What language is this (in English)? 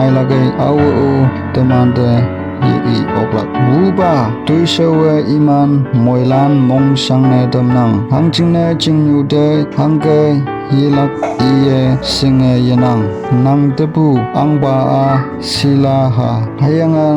Konyak Naga